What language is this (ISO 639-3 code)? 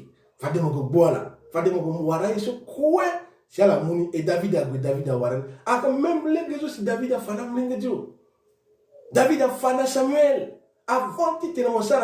sag